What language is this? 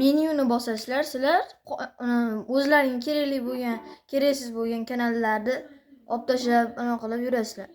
Uzbek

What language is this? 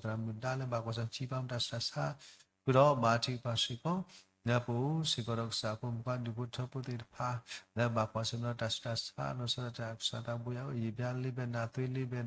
S'gaw Karen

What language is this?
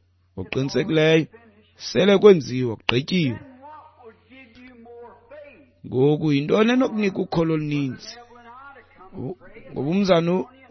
Xhosa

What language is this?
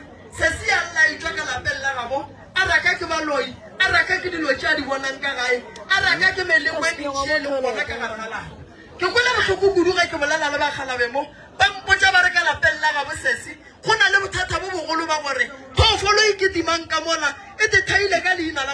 Northern Sotho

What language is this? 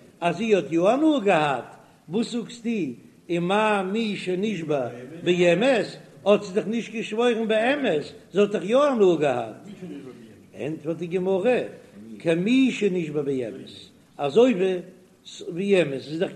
Yiddish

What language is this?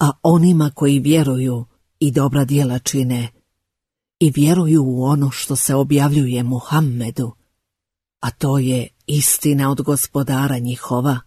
Bosnian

